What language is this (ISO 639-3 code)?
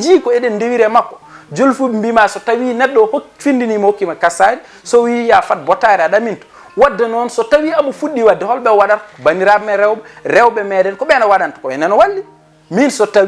ful